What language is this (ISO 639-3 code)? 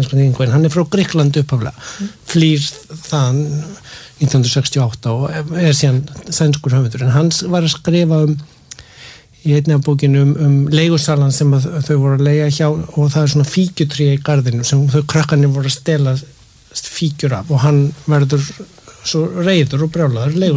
isl